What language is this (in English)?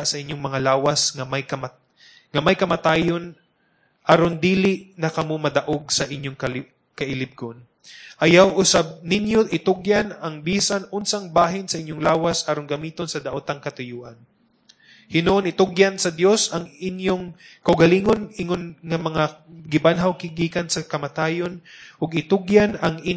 Cebuano